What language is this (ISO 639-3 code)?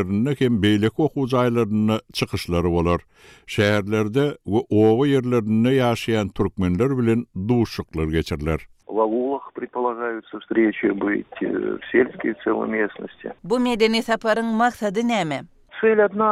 kir